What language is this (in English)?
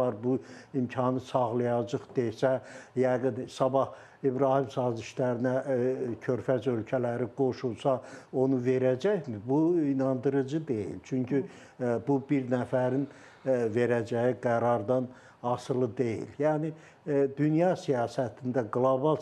Azerbaijani